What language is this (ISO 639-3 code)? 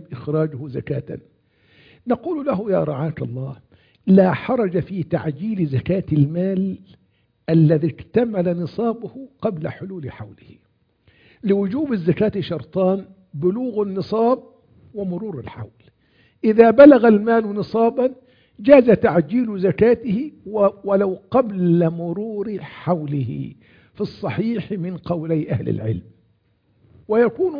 ara